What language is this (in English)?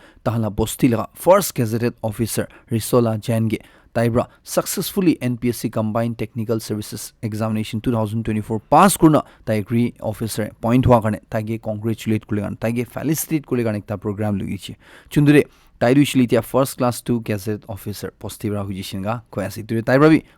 Naga Pidgin